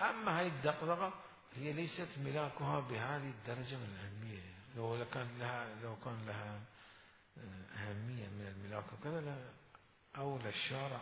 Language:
Mesopotamian Arabic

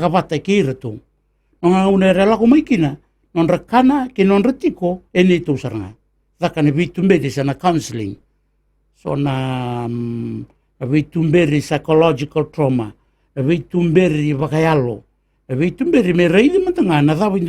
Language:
Fijian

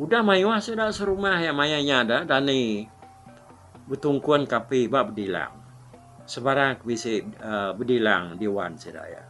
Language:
Iban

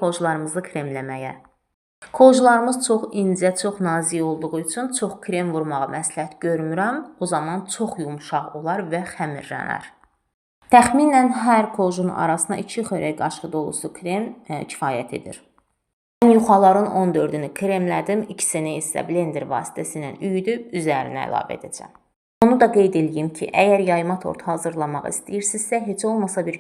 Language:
Azerbaijani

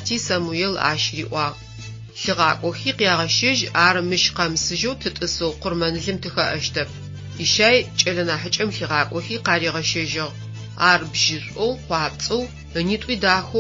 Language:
Adyghe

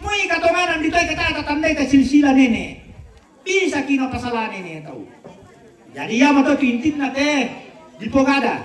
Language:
Toraja-Sa'dan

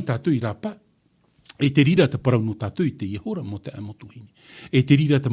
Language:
Tahitian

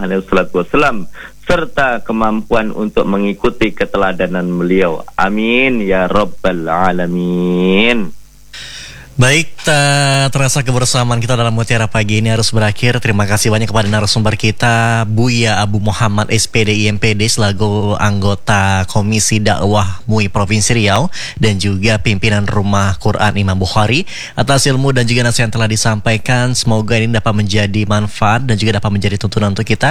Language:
Indonesian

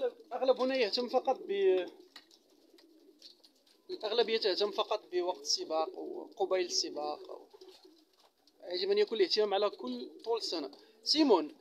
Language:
Arabic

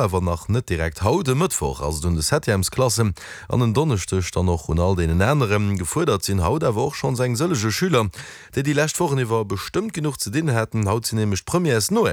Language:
Luxembourgish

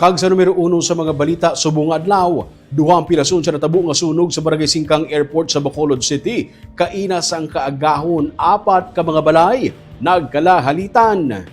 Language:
Hiligaynon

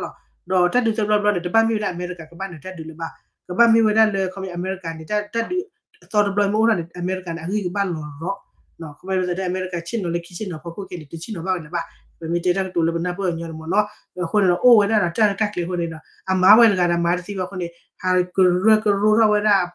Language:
S'gaw Karen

